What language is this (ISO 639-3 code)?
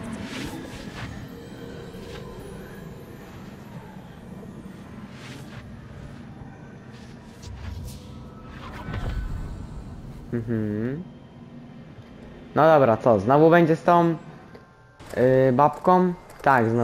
pol